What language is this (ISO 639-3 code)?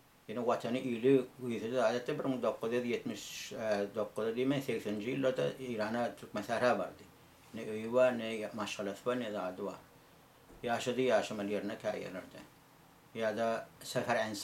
tuk